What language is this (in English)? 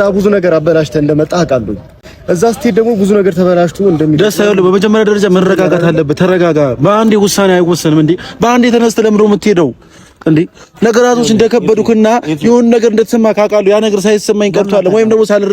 Amharic